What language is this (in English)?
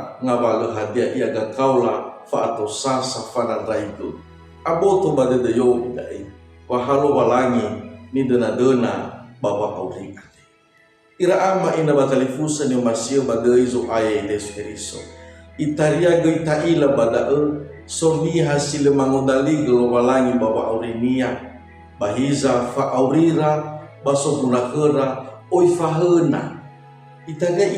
Nias